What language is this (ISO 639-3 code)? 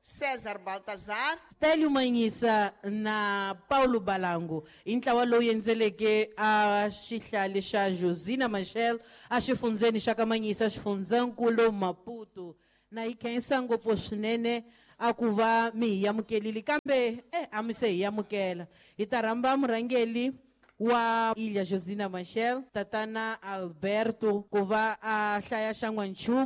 tso